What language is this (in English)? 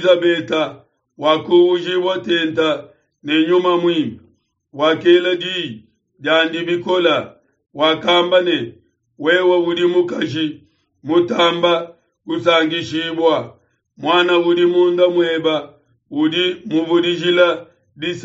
Luba-Lulua